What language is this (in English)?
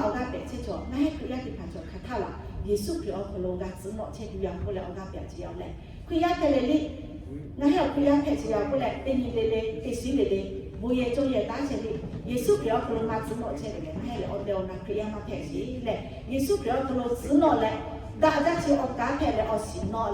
Lahu